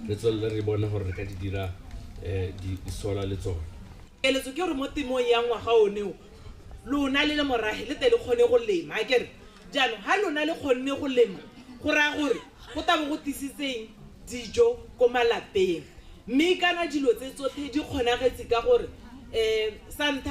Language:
Tswana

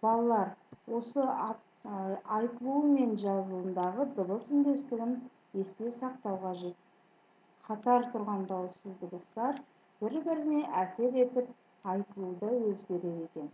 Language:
Kazakh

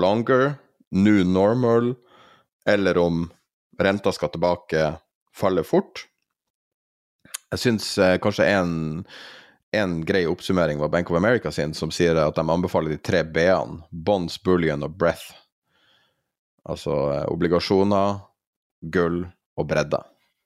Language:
Norwegian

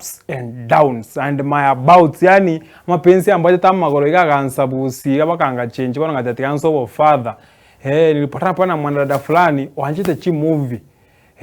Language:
Gusii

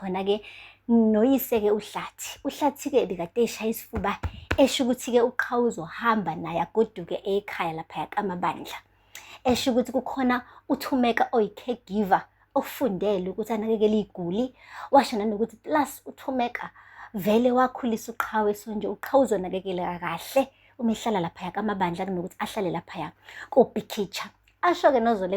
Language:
Zulu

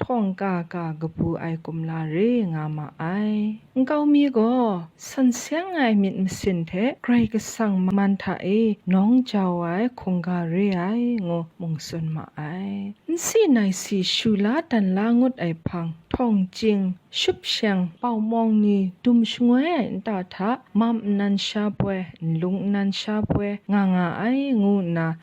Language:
Kachin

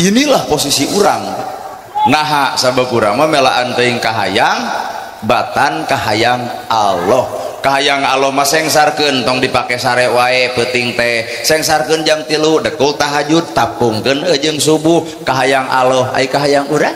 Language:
Sundanese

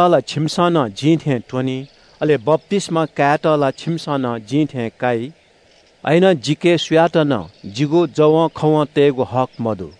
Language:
Newari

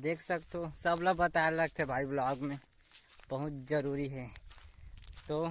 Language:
Chhattisgarhi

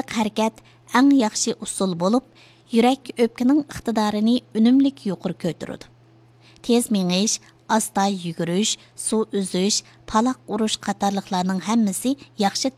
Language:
Uyghur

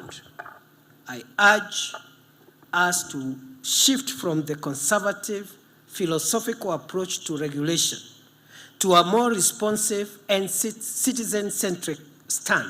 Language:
Gusii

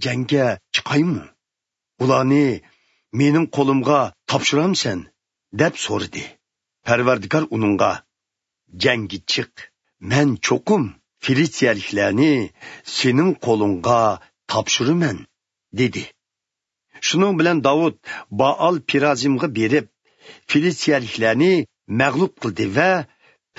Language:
Uyghur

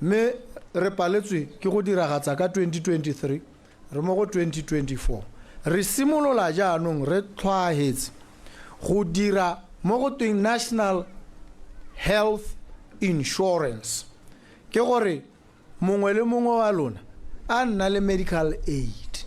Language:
Tswana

